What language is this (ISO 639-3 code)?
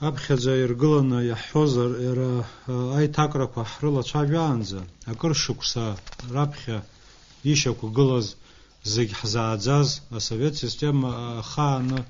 abk